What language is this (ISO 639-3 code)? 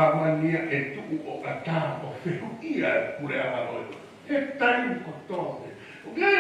ton